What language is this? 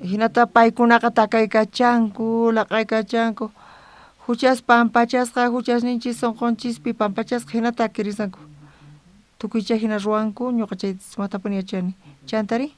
South Bolivian Quechua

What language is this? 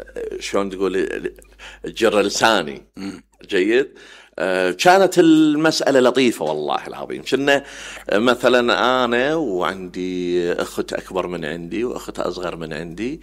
Mesopotamian Arabic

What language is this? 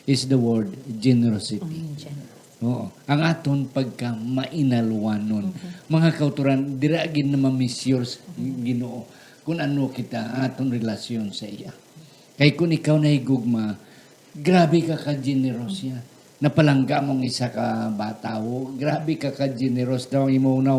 Hiligaynon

